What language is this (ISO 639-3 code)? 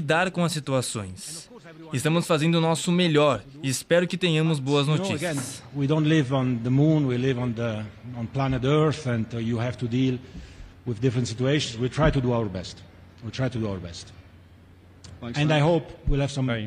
por